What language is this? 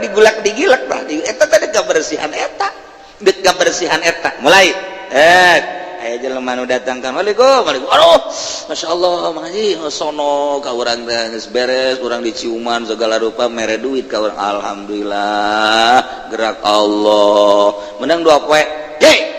Sundanese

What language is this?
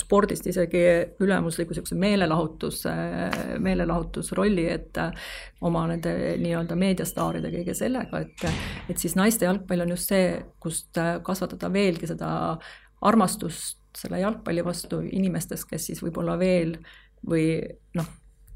Estonian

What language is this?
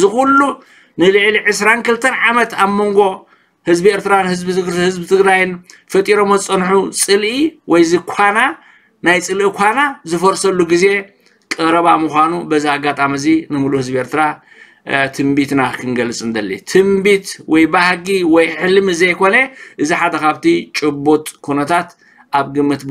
Tigrinya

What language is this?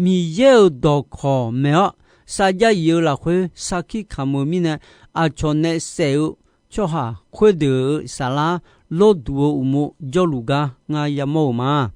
Akha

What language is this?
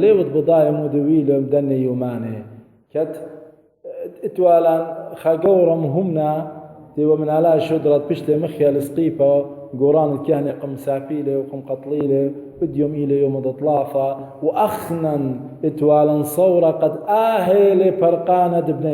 Assyrian Neo-Aramaic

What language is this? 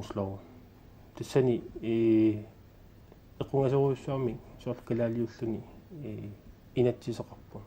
Kalaallisut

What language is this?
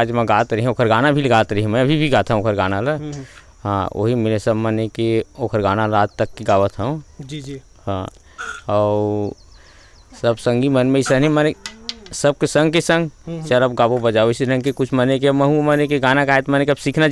Chhattisgarhi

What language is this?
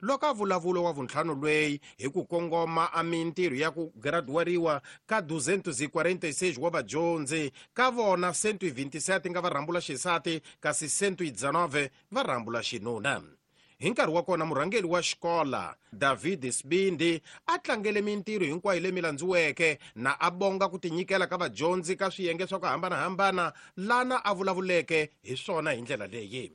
Tsonga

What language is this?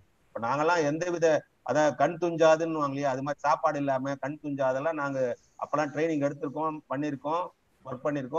Tamil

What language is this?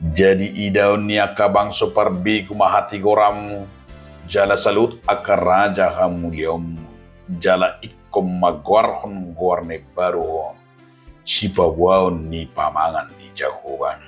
Batak Toba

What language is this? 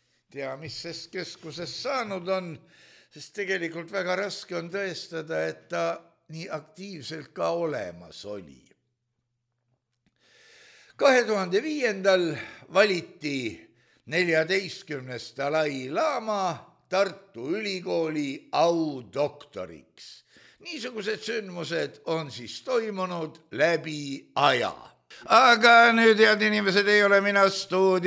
Estonian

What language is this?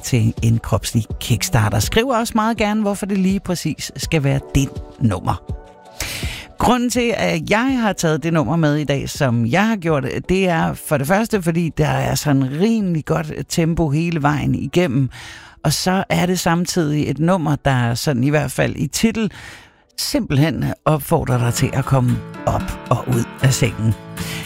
Danish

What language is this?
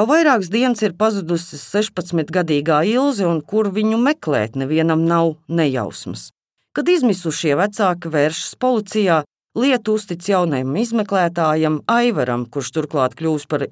Latvian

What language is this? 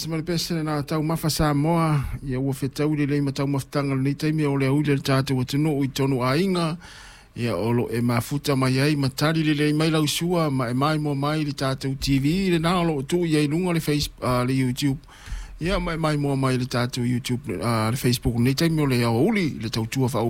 Samoan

